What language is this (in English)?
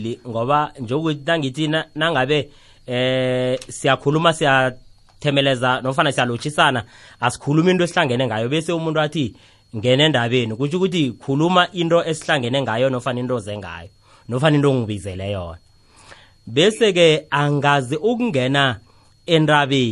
South Ndebele